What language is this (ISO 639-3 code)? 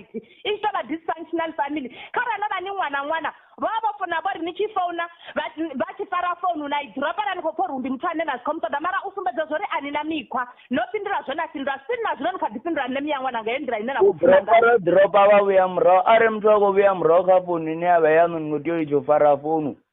ven